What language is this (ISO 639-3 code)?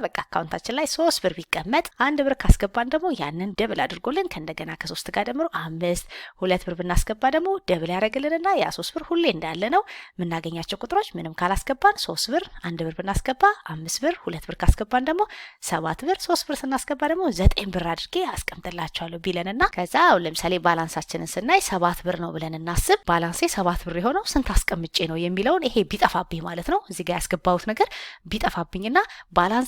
amh